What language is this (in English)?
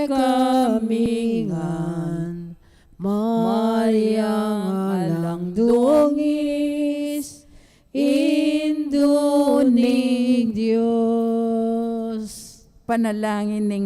Pampanga